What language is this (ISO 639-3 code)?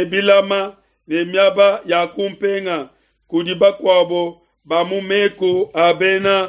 lua